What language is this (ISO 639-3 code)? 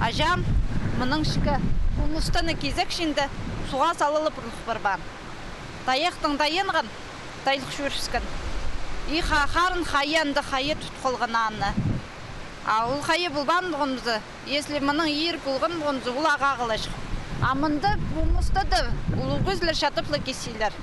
kjh